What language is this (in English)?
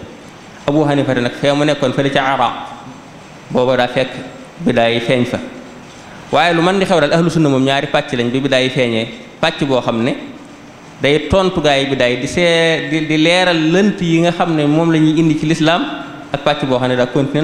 Wolof